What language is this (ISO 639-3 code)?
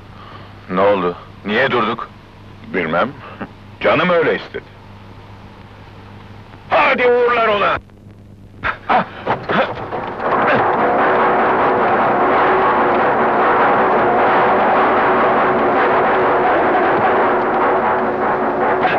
tur